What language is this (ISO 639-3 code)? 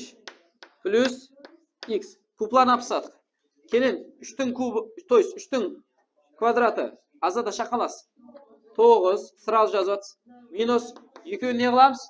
kaa